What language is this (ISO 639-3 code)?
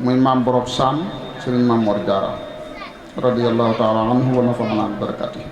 wol